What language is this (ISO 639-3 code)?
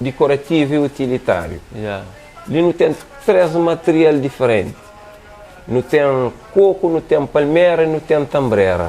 kea